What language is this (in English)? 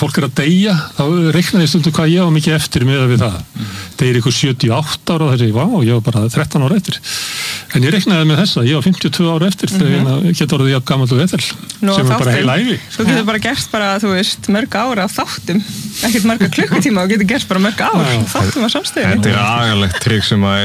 Icelandic